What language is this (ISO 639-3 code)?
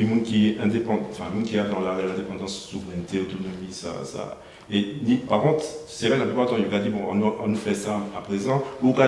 gcf